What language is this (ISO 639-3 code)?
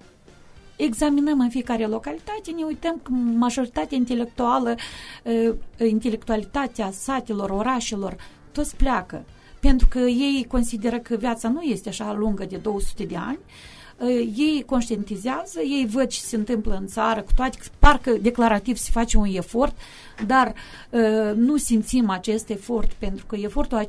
ron